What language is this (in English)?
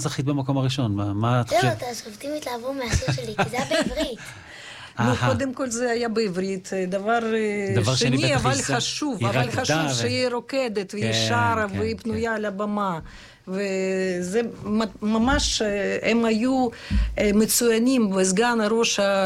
Hebrew